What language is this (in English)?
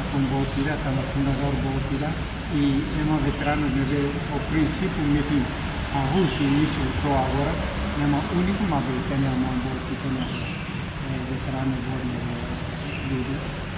Tetum